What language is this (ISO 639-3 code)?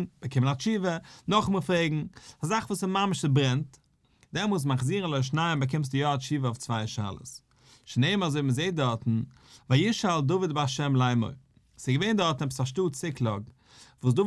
yid